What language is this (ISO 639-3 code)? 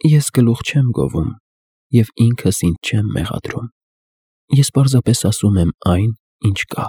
hye